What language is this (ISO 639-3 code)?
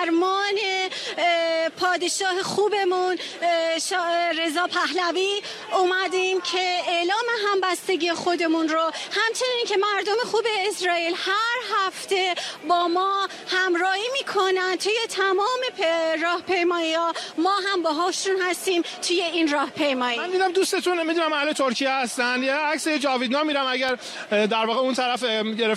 fas